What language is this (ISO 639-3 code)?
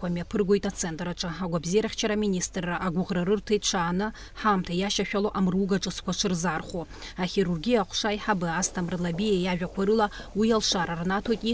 abk